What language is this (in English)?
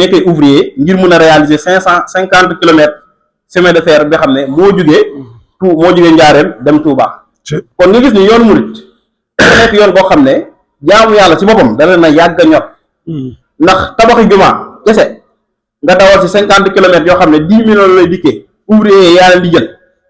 Wolof